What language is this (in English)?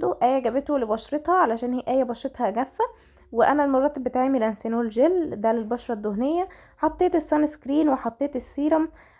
Egyptian Arabic